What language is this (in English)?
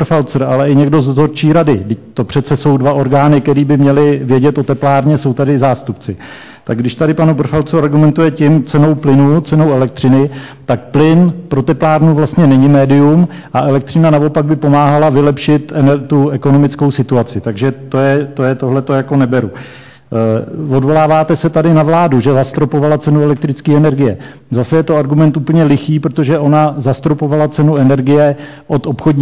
Czech